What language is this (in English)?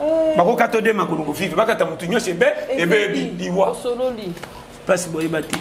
Lingala